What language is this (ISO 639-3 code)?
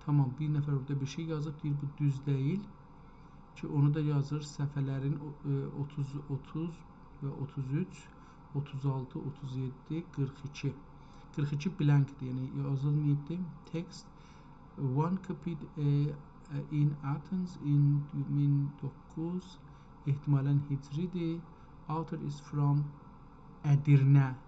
azb